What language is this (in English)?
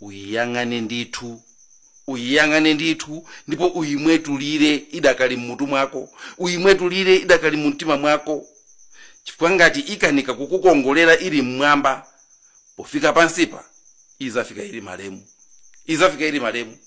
Nyanja